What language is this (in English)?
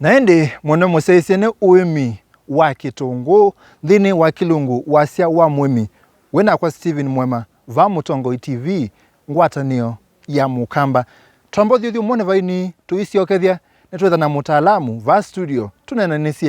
Kamba